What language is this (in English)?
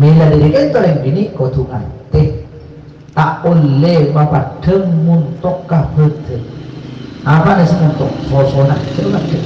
Madurese